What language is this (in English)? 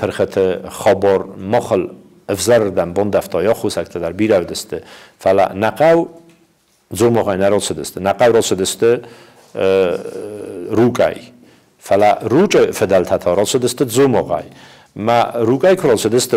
Ossetic